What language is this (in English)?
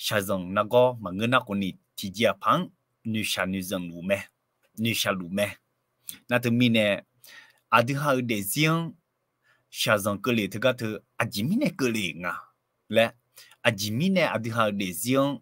Akha